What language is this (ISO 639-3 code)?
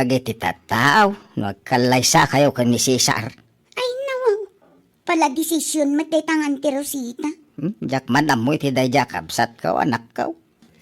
ilo